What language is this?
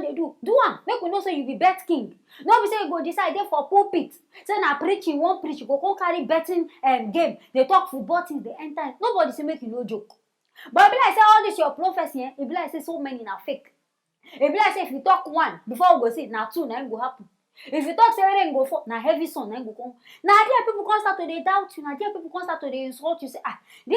Nigerian Pidgin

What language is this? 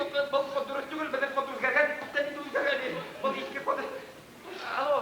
Bashkir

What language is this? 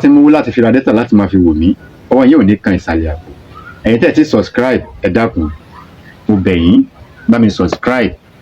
Yoruba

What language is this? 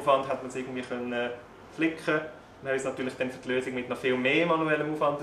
German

